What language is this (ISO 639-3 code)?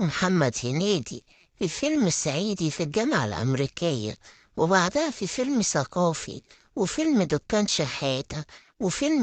arz